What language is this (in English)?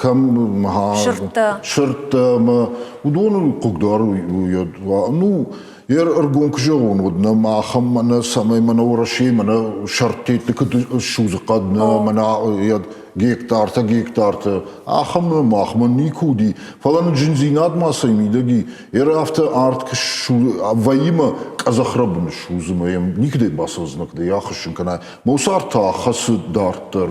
Ossetic